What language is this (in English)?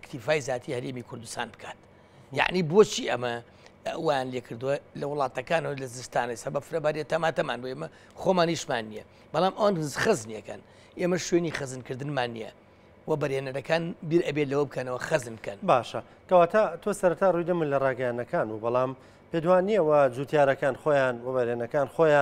Central Kurdish